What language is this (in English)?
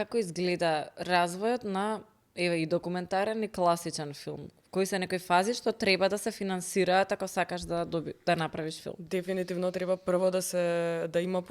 Macedonian